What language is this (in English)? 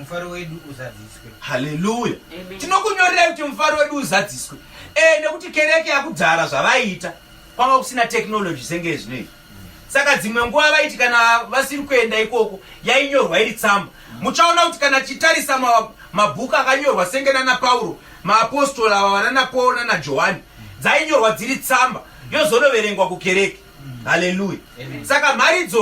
Shona